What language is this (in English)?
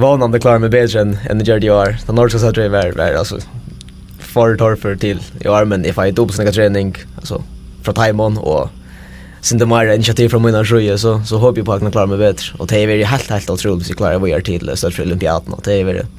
Faroese